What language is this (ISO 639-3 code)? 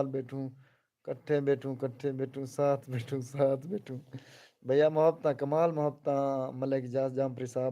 skr